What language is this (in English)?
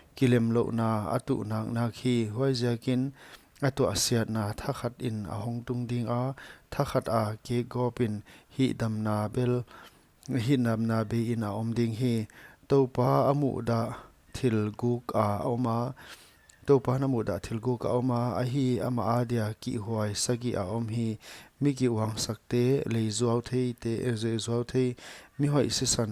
Paite Chin